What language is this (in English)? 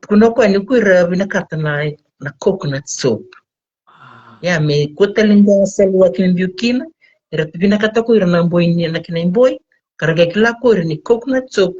Fijian